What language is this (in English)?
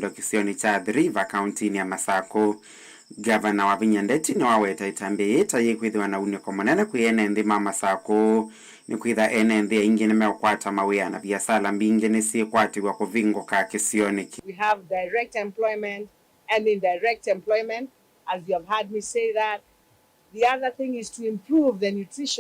Kamba